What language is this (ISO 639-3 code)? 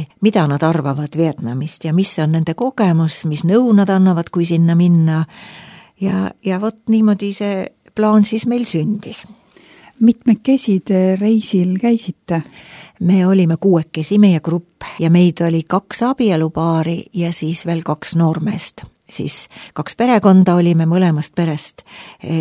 est